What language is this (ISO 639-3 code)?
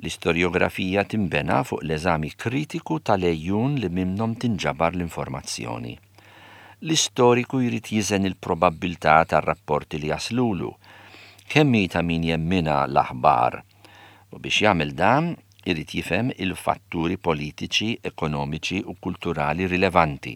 mlt